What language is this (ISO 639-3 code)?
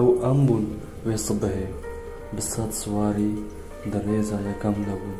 kur